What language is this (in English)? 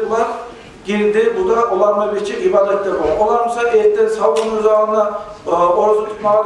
Kumyk